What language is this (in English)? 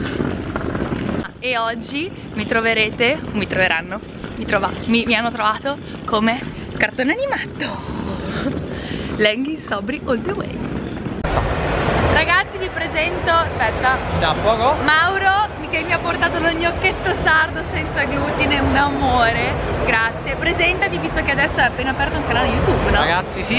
Italian